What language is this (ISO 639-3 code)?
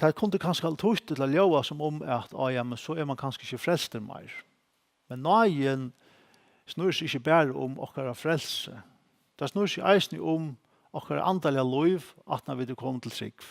fao